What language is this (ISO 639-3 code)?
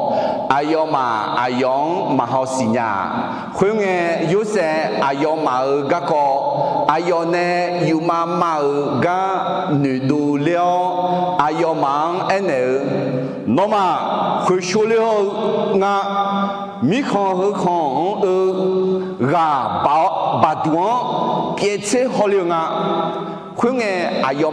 ahk